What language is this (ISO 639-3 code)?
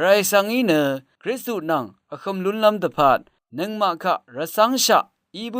raw